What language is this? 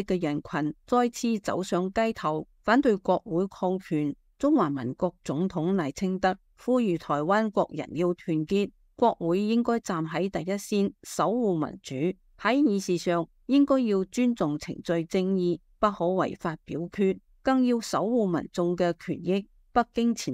Cantonese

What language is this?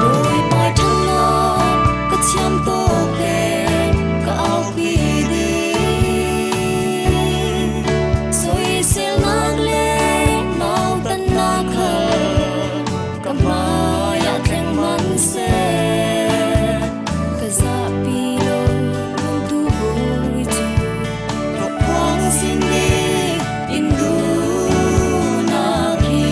Falam Chin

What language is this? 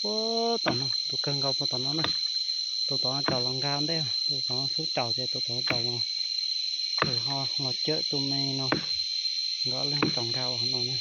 Hmong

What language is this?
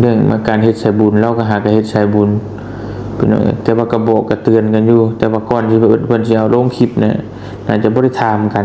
Northeastern Thai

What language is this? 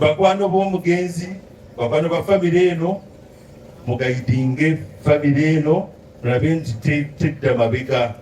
Ganda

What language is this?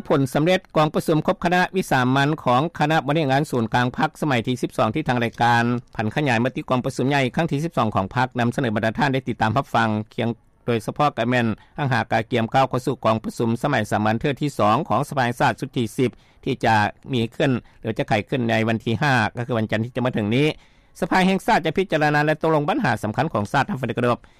Lao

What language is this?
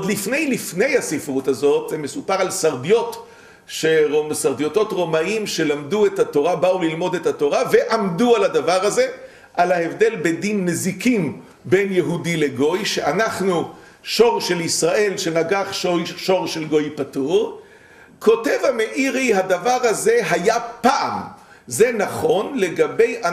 Hebrew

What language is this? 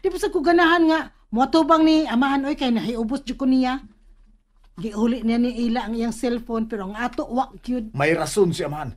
Cebuano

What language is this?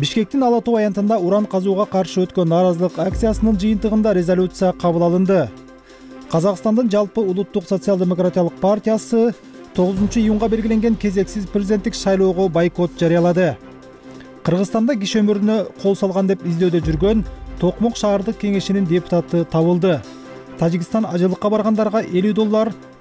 Kyrgyz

